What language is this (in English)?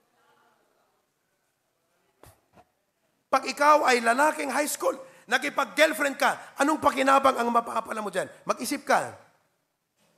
Filipino